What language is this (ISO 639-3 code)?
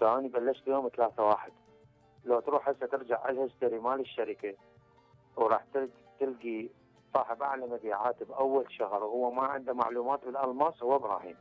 acm